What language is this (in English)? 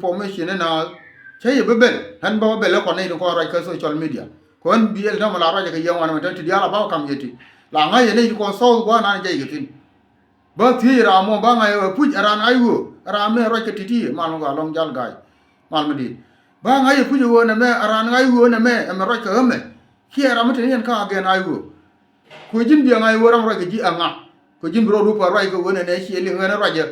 Nuer